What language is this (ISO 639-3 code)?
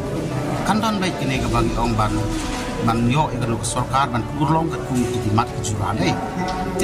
kha